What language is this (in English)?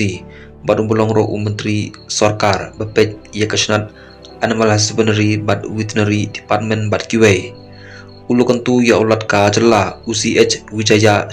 Khasi